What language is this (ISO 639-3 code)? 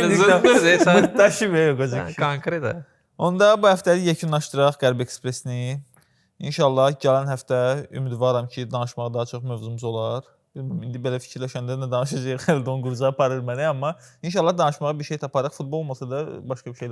aze